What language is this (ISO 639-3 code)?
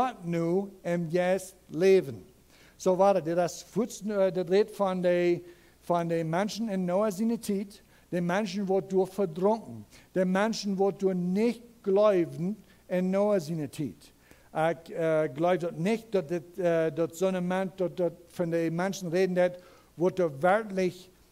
pdt